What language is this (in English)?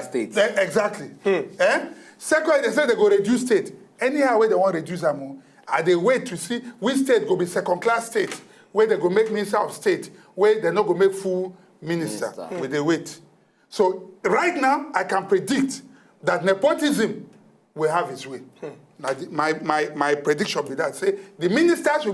Nigerian Pidgin